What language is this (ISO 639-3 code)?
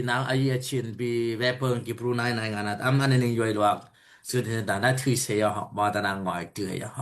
dao